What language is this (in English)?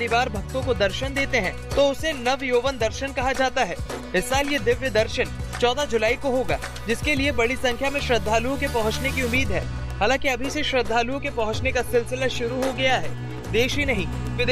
Hindi